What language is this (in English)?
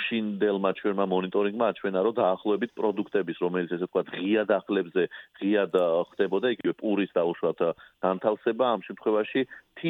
Georgian